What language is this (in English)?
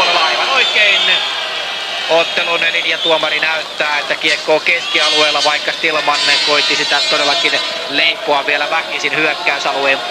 Finnish